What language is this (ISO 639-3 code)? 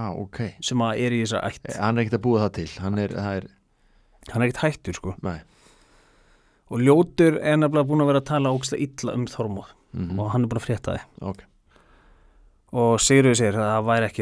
isl